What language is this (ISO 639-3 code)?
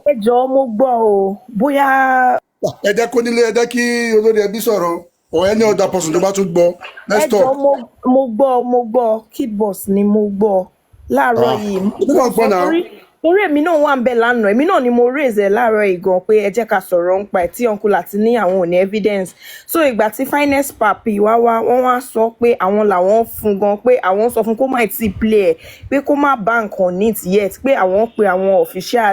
yor